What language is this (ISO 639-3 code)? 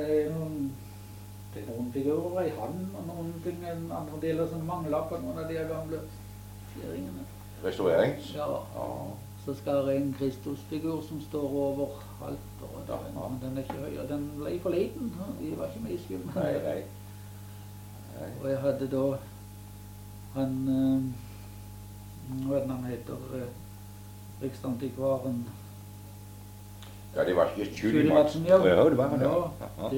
nor